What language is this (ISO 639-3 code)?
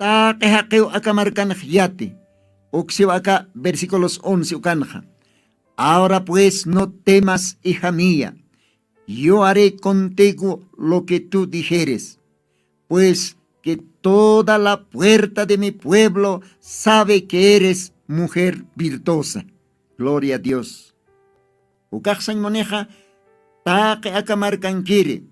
aym